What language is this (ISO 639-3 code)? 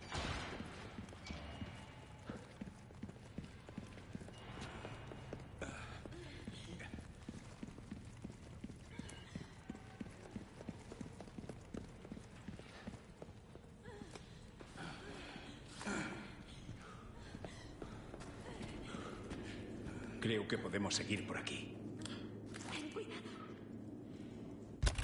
spa